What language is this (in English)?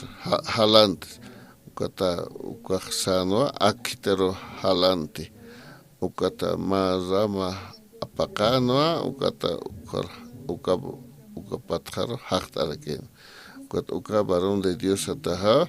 Aymara